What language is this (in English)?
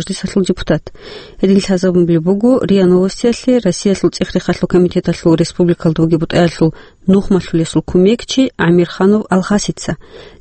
Avaric